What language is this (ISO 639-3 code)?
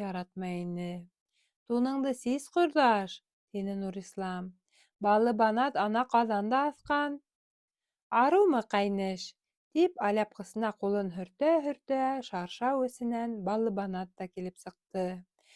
bak